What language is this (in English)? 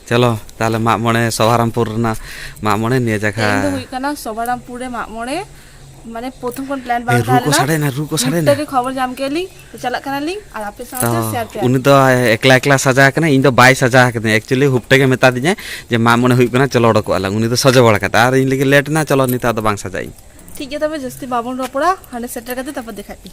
Santali